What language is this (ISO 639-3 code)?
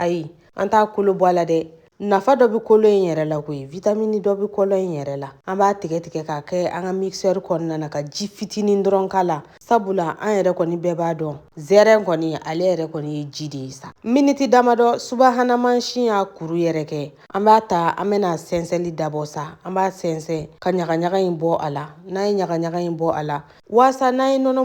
bam